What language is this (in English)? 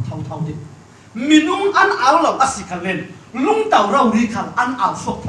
Falam Chin